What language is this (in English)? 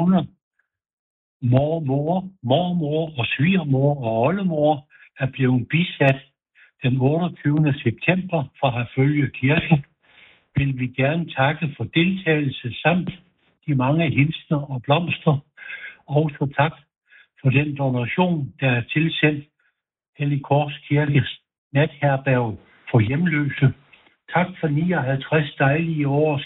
Danish